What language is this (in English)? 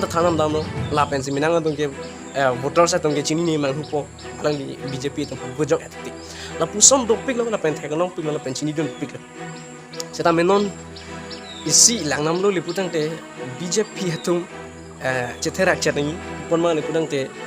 Karbi